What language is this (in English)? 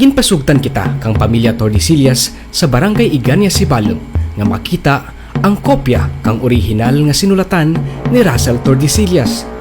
Kinaray-a